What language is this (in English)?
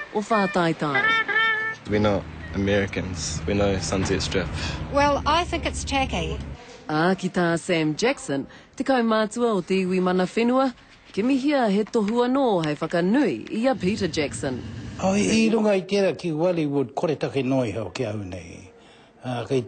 Māori